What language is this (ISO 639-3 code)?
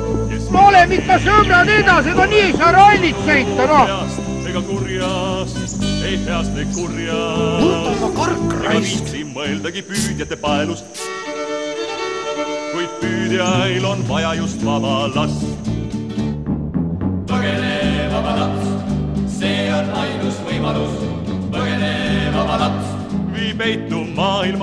est